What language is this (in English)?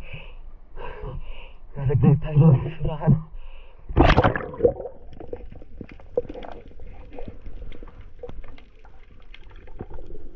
Filipino